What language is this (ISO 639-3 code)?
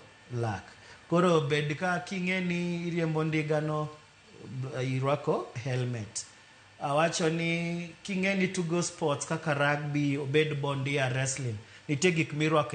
luo